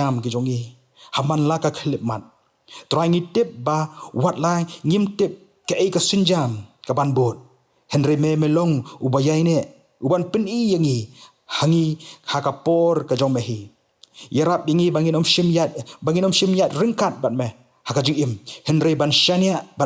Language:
Khasi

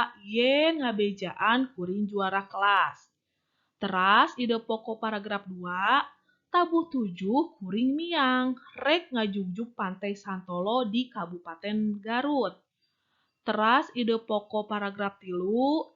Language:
Sundanese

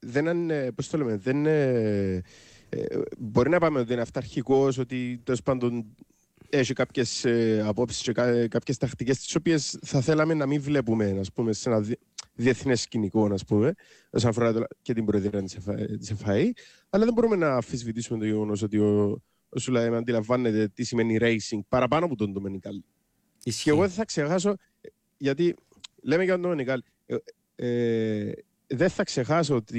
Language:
Greek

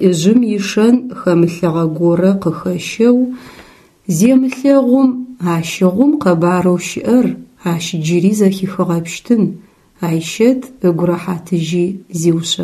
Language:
Adyghe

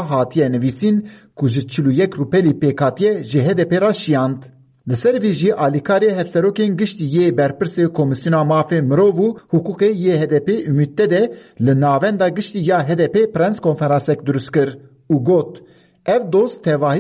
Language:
Kurdish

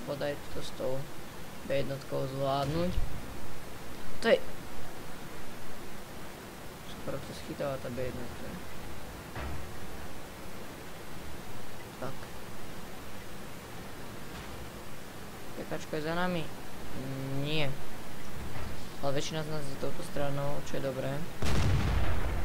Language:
Slovak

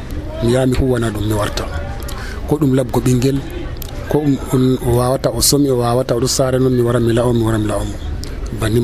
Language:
Nigerian Fulfulde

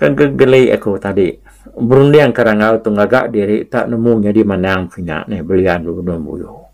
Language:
Iban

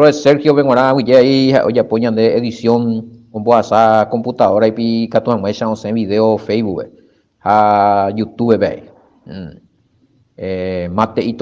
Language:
Guarani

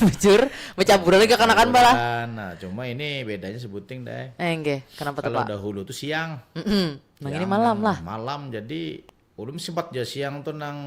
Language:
Banjar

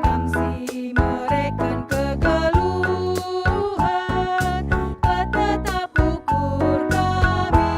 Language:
Batak Karo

